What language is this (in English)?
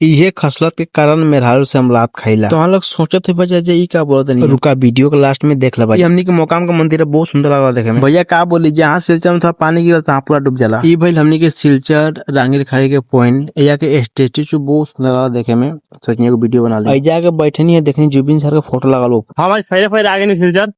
Bhojpuri